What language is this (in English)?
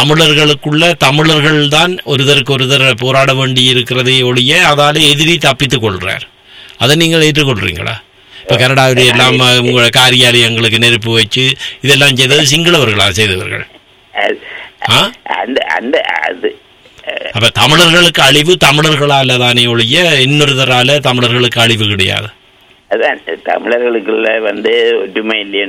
Tamil